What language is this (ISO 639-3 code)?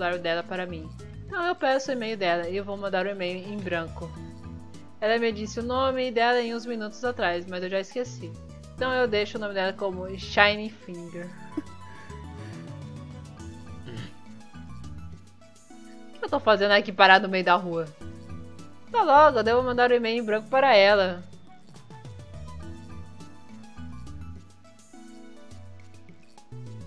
por